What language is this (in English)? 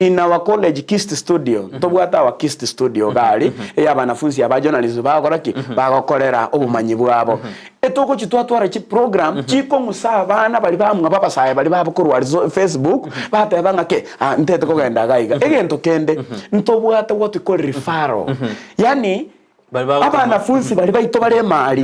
Gusii